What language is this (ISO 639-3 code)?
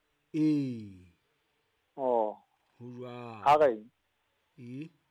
sot